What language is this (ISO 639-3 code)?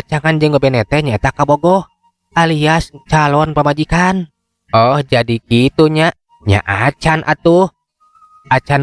sun